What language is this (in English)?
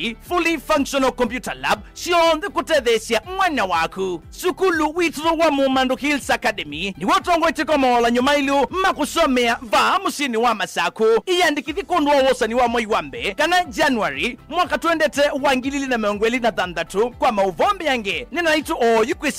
Kamba